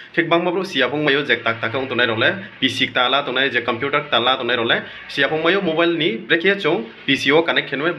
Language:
Riang (India)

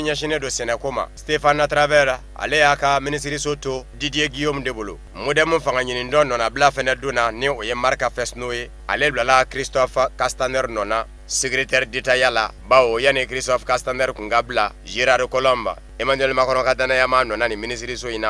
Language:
Bambara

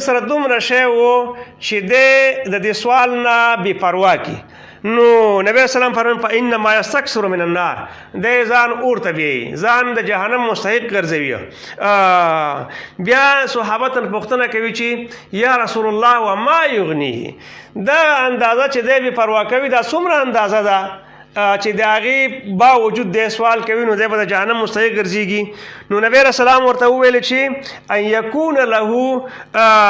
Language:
Pashto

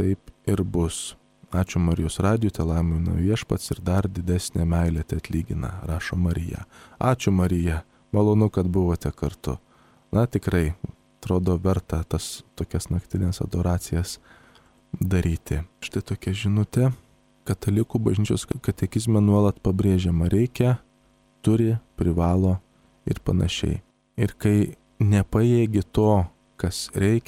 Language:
Lithuanian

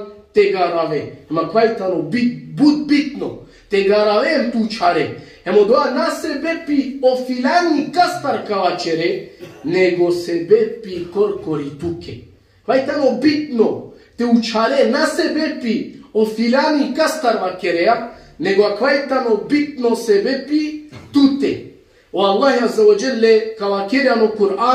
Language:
Balkan Romani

